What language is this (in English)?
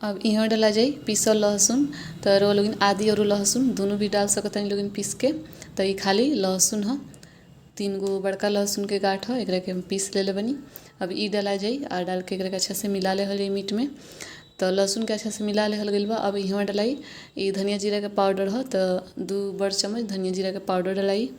Bhojpuri